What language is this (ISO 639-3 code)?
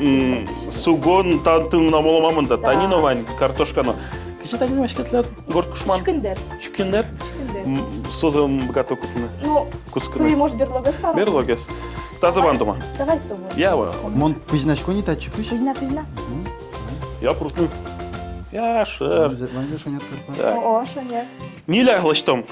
udm